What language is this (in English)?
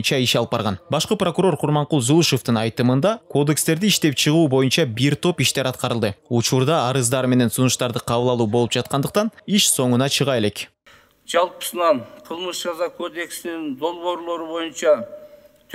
Kyrgyz